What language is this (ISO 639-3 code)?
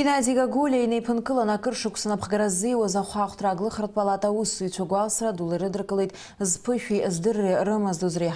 abk